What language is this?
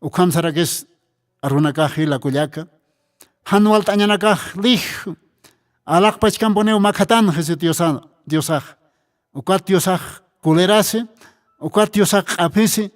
Aymara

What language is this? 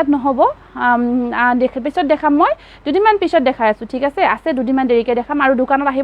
Assamese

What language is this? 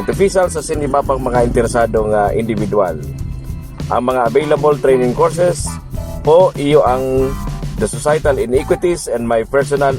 Bikol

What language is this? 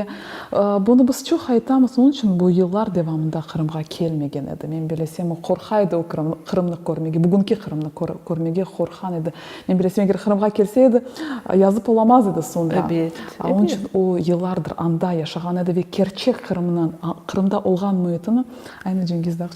Crimean Tatar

